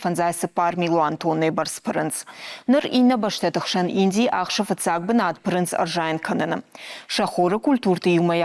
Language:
Ossetic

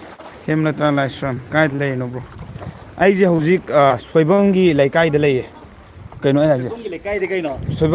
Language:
Manipuri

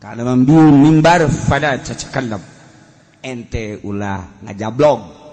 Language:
Sundanese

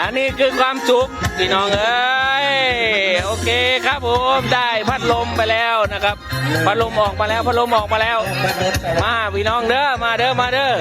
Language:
Northeastern Thai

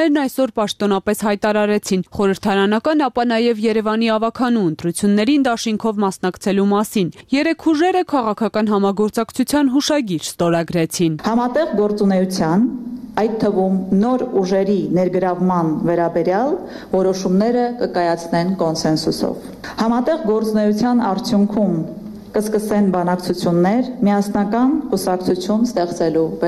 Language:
Armenian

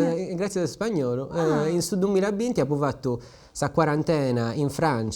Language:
Sardinian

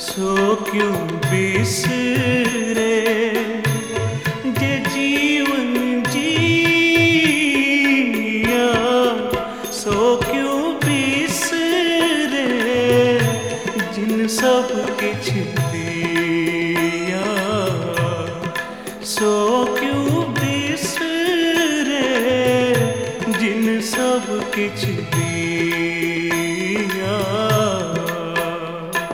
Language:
Punjabi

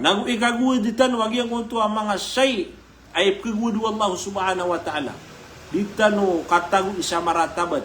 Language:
Maranao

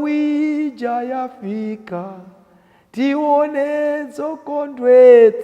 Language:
Nyanja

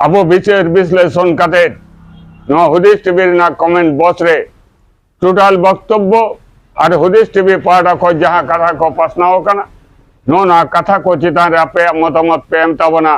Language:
Santali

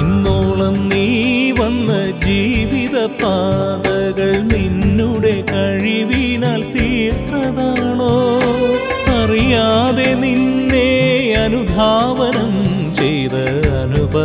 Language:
Malayalam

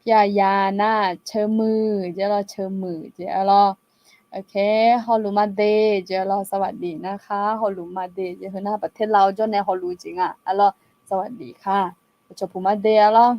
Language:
Akha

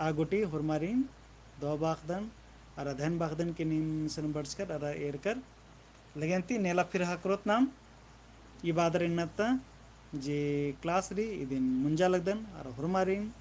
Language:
Kurukh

